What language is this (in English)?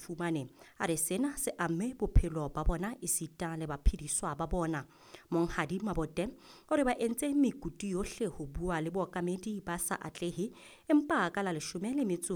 Southern Sotho